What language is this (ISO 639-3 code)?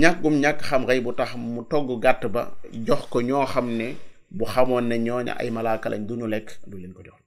wol